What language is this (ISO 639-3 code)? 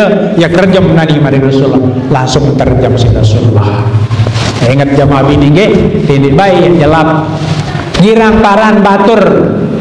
sas